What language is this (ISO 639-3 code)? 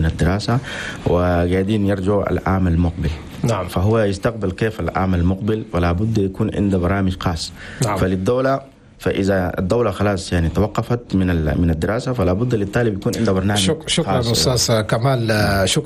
shu